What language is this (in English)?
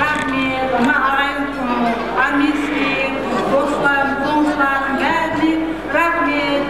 Kara-Kalpak